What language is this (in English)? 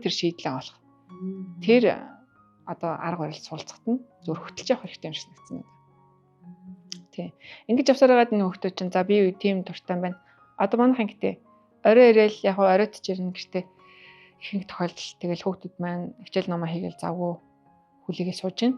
Mongolian